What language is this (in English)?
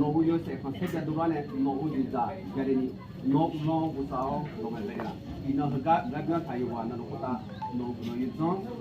Akha